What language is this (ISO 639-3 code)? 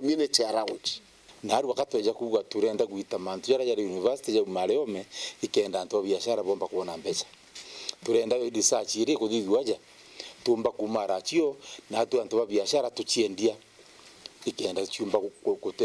mer